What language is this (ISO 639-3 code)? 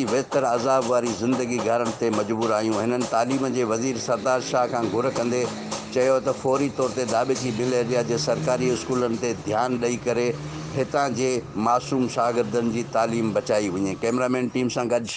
snd